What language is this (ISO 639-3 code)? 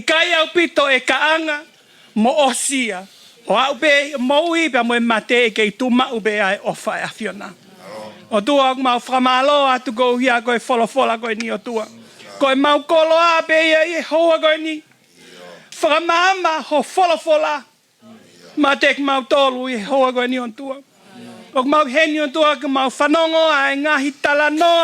ton